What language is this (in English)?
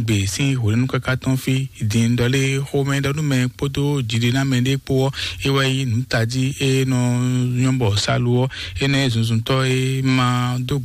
Fon